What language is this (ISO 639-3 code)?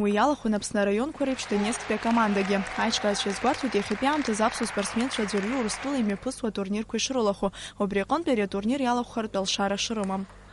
abk